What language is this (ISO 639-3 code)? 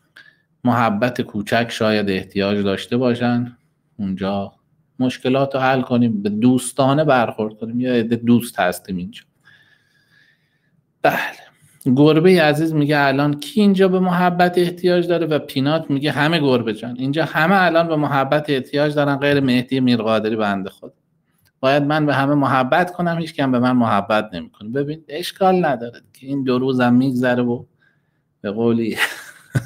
fas